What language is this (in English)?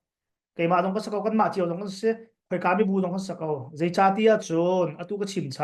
Hakha Chin